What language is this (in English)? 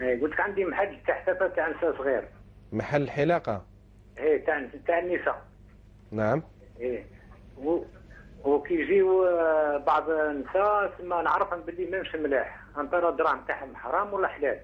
Algerian Arabic